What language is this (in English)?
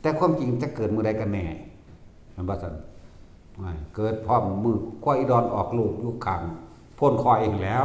Northeastern Thai